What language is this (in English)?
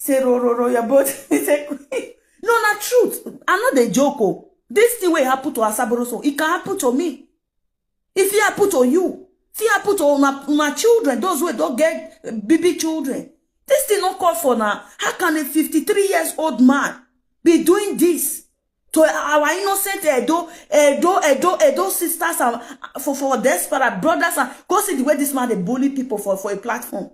Nigerian Pidgin